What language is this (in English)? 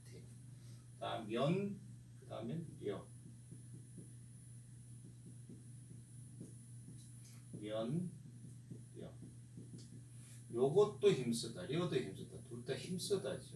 Korean